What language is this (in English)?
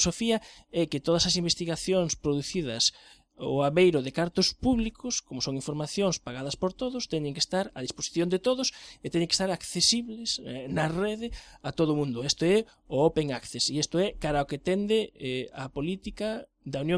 Galician